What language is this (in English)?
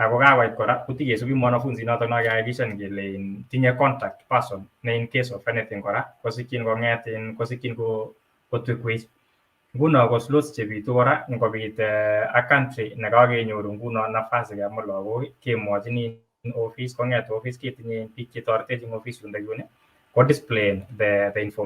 Kalenjin